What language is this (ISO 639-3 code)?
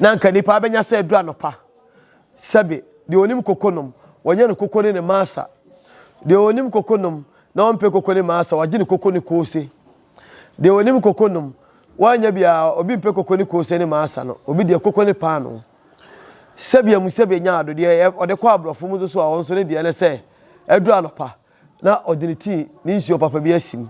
aka